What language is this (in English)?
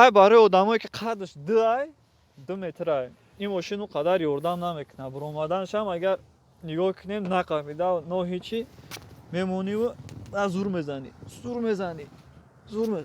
Tajik